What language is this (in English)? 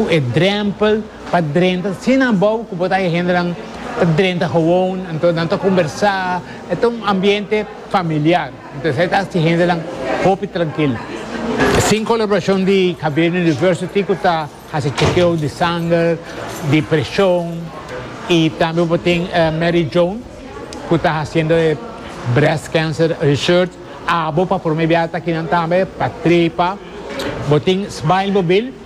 Papiamento